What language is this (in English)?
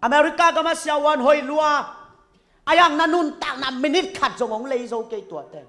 Tedim Chin